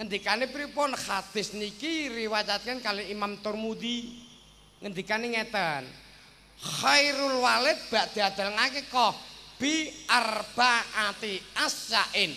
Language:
Javanese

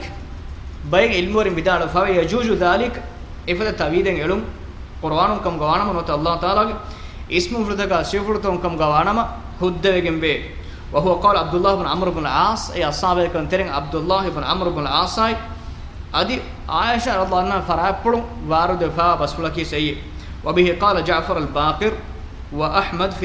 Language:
Divehi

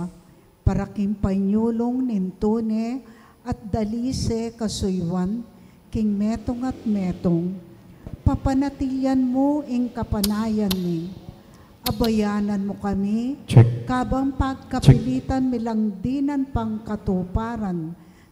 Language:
Pampanga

